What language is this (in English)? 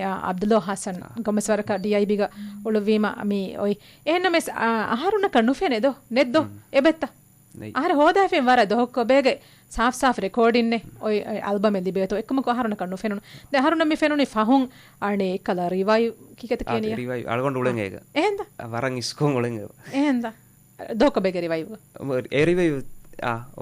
Divehi